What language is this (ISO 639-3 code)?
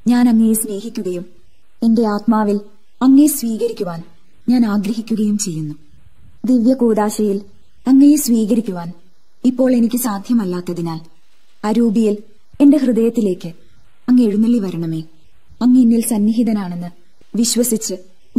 mal